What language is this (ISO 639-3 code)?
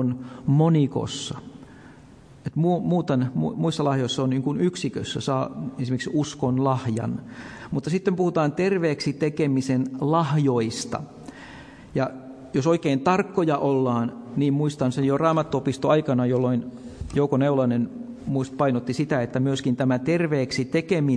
fin